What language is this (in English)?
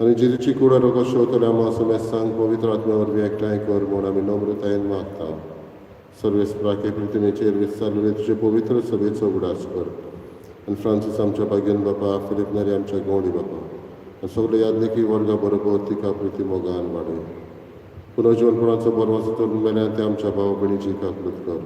Konkani